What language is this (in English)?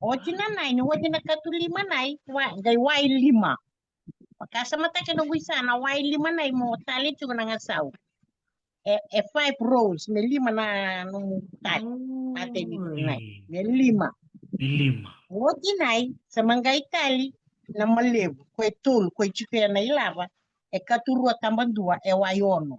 Fijian